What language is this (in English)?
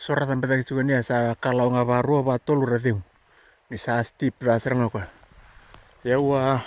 Fijian